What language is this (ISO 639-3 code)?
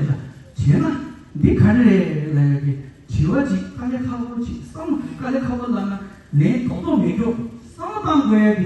bod